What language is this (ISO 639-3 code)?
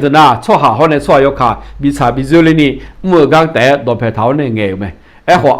ahk